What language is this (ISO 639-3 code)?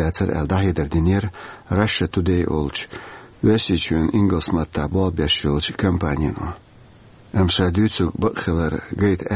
che